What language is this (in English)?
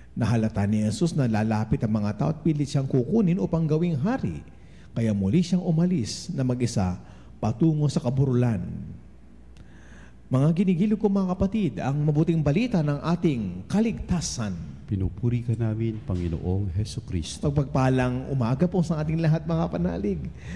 Filipino